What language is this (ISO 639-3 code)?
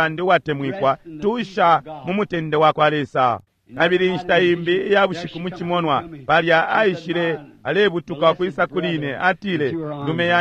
bem